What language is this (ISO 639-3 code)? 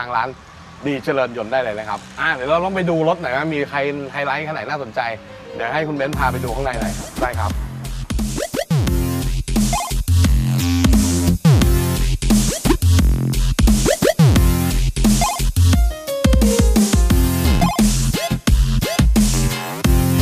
tha